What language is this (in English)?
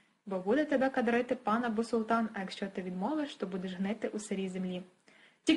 Ukrainian